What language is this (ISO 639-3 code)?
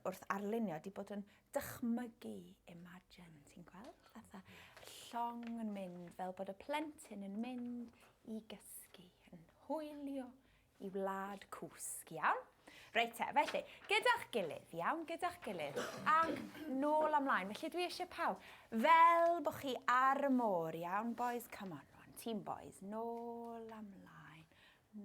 cym